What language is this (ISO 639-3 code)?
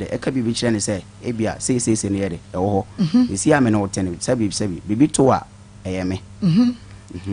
aka